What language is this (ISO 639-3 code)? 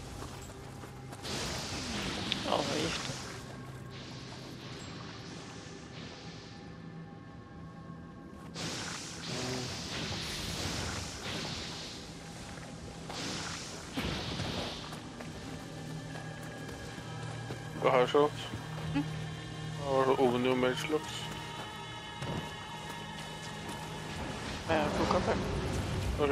nor